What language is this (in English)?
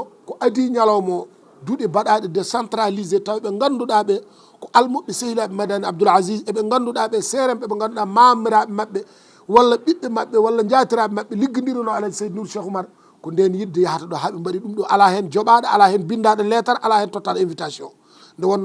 Fula